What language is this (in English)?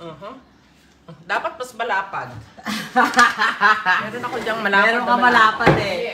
Filipino